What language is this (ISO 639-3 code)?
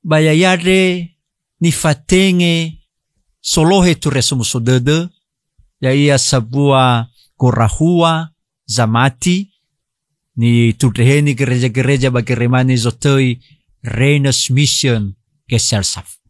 nia